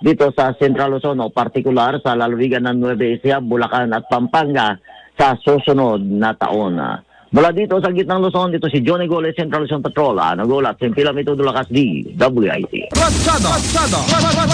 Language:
Filipino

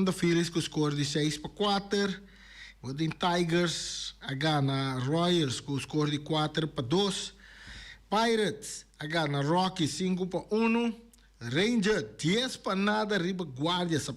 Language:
Papiamento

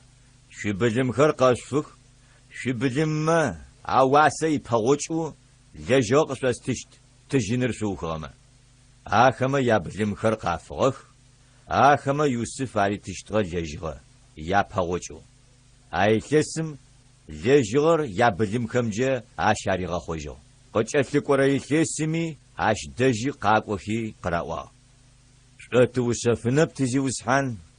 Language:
Adyghe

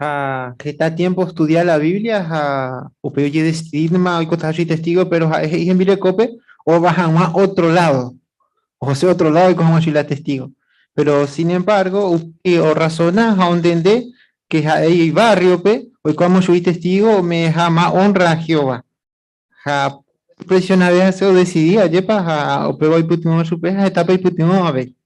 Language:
Guarani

